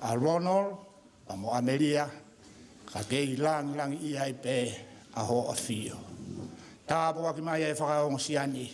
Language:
Tongan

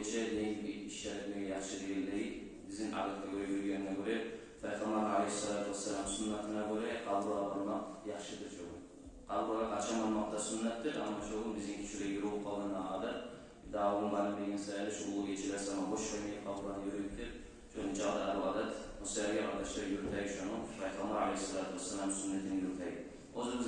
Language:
Kumyk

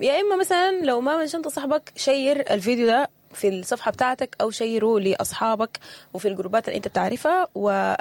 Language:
Sudanese Arabic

